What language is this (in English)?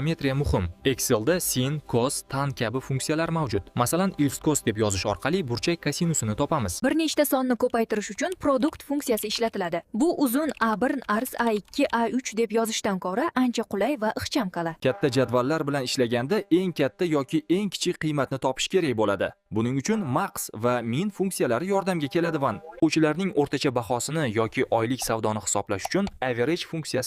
Uzbek